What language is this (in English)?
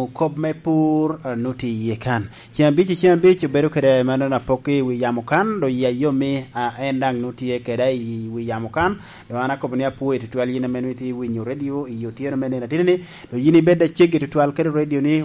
Lango (Uganda)